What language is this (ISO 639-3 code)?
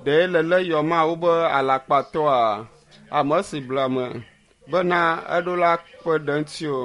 ewe